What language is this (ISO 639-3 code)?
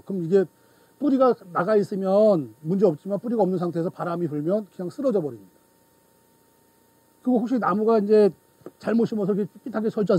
kor